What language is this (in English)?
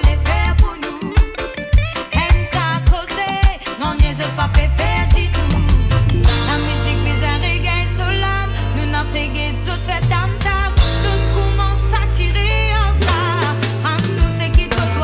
Morisyen